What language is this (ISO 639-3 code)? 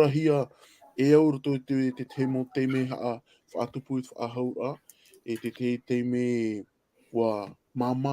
tah